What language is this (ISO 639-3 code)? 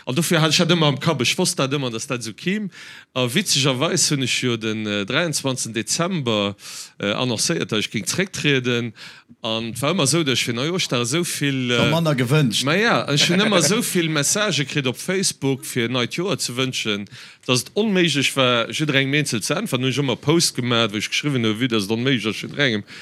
ltz